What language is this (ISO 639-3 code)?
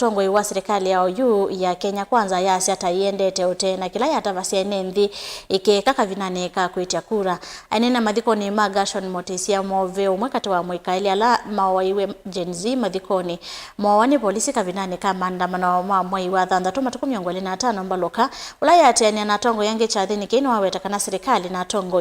kam